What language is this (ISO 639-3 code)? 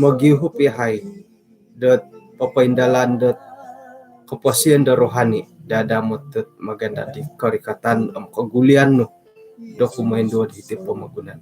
dtp